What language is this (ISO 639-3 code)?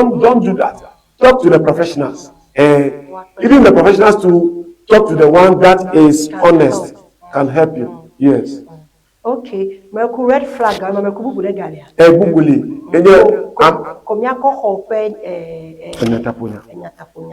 ewe